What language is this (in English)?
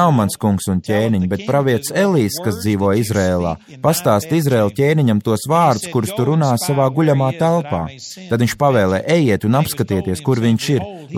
Latvian